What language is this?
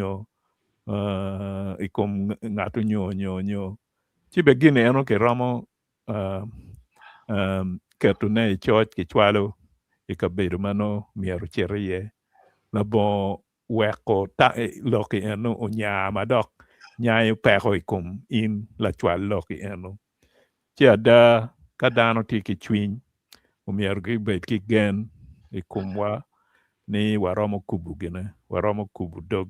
Acoli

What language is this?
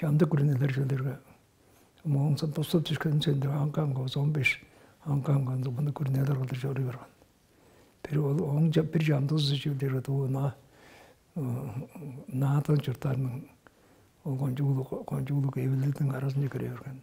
Tuvinian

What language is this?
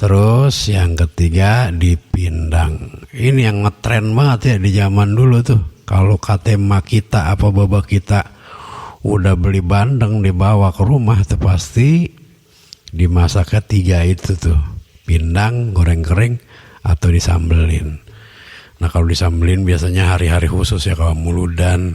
Betawi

